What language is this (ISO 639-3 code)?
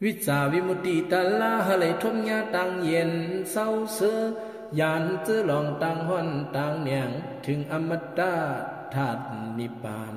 shn